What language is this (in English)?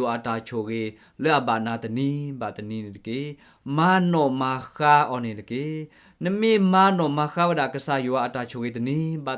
S'gaw Karen